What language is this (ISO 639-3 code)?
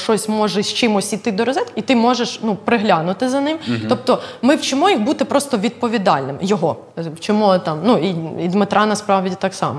ukr